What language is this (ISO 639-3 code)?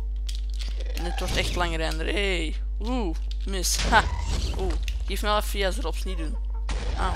nld